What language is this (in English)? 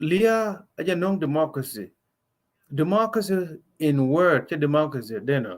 Nuer